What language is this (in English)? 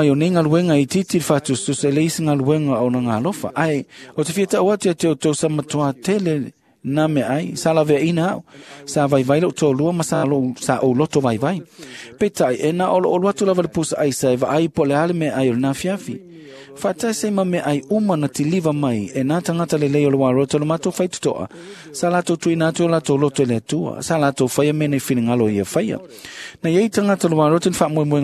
Samoan